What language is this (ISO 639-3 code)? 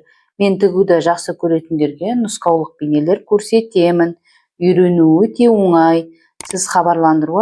kaz